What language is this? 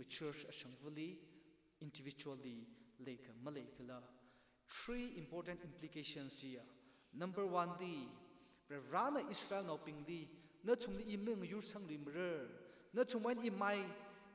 Tangkhul Naga (India)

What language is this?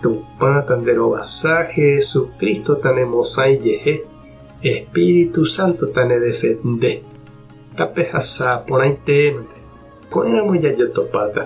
Guarani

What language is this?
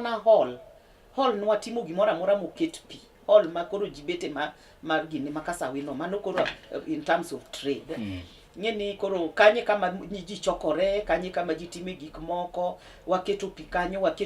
Luo (Kenya and Tanzania)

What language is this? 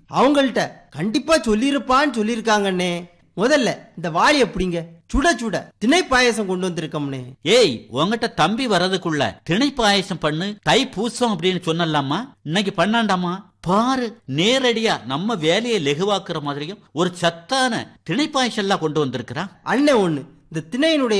Tamil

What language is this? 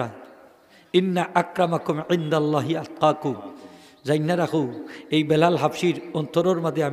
Sylheti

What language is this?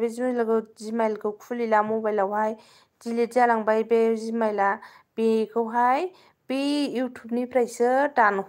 Bodo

